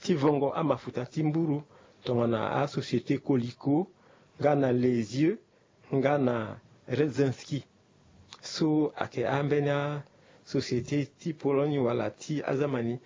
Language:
Sango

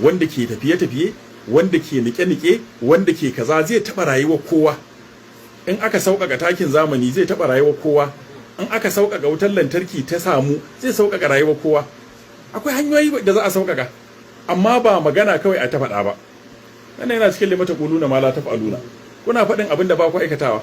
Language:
Hausa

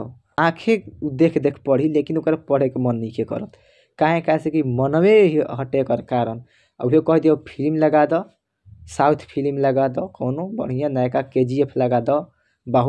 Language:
Bhojpuri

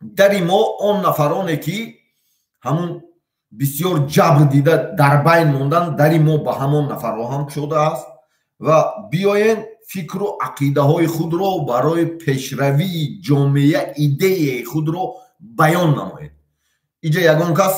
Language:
Tajik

